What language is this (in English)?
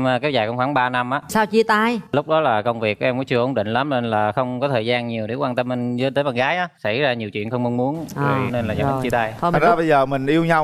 Vietnamese